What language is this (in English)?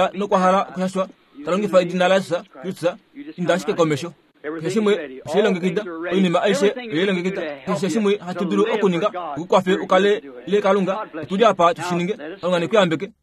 Kuanyama